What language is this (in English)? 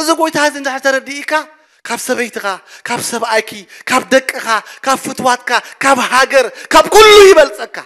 Tigrinya